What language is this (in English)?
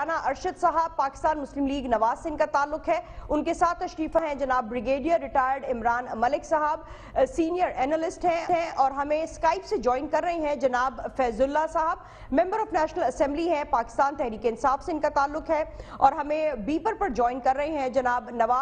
Urdu